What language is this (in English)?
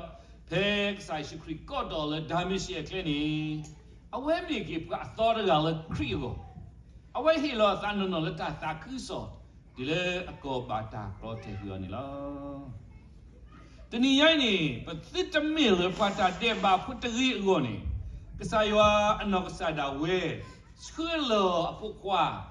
S'gaw Karen